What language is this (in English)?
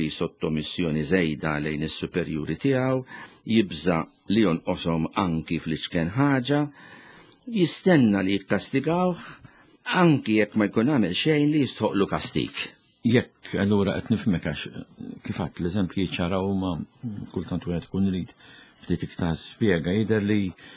Maltese